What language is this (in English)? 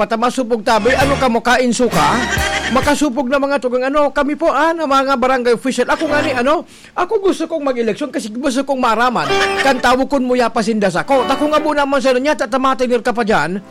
Bikol